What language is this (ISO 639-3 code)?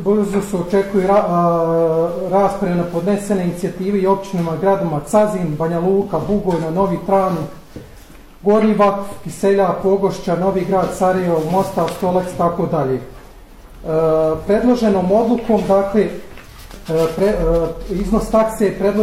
bos